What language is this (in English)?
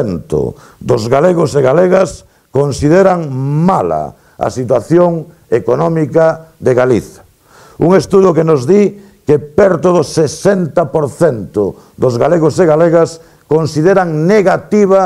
Galician